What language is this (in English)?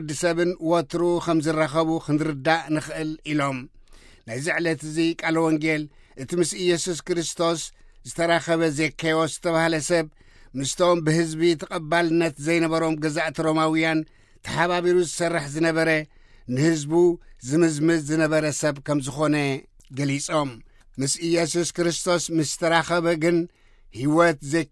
Tigrinya